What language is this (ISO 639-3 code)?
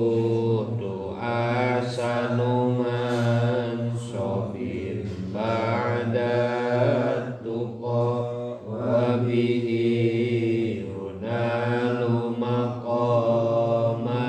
sun